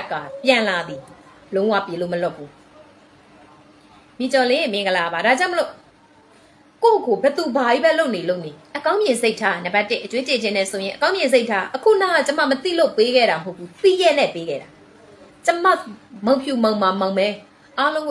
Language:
Burmese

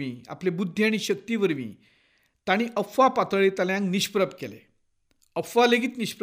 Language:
Konkani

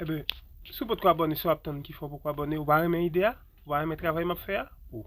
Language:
Haitian Creole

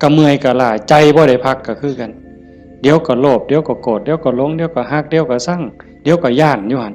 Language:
Northeastern Thai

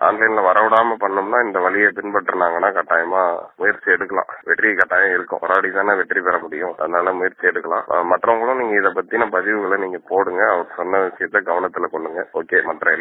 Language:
Tamil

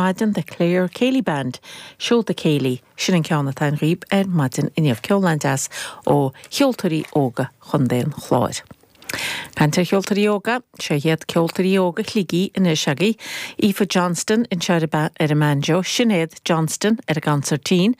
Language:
Irish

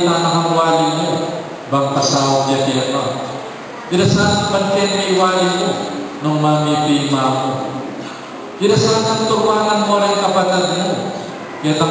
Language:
Pampanga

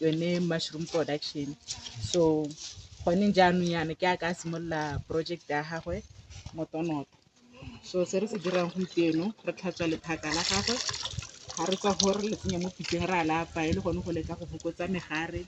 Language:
Tswana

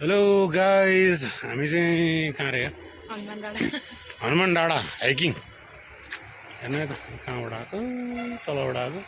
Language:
Nepali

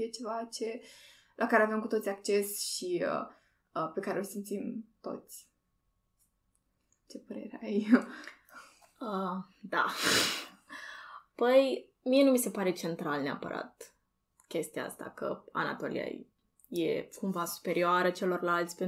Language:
Romanian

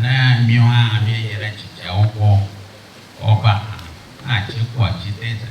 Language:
Ewe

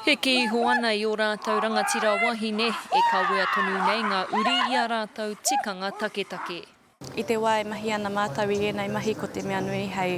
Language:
Māori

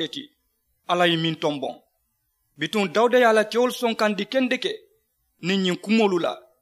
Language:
Mandingo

